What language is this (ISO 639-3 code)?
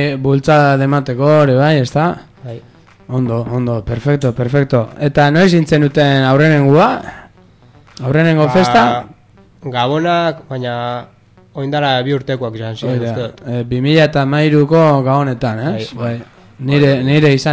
eus